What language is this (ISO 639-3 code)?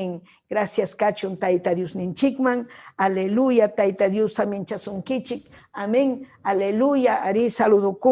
quy